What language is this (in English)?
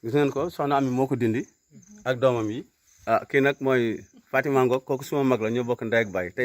Wolof